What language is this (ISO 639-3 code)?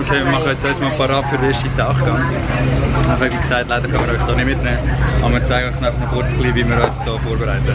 gsw